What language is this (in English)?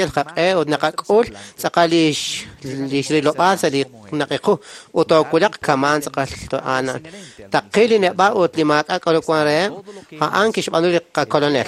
Kekchí